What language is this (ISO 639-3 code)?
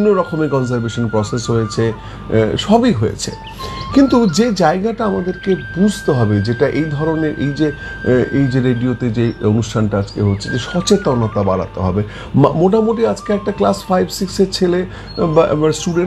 ben